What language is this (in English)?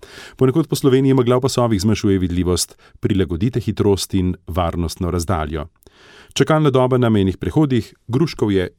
Slovenian